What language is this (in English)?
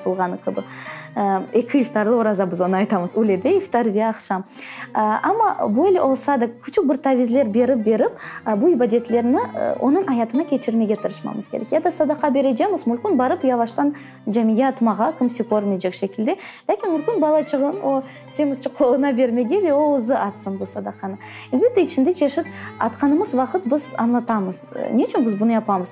Crimean Tatar